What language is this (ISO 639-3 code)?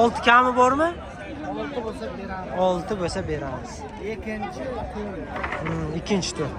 uzb